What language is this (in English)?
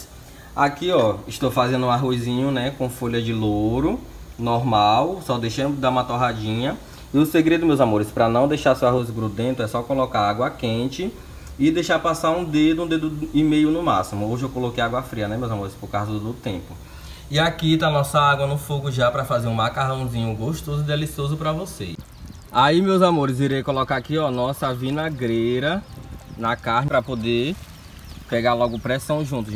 Portuguese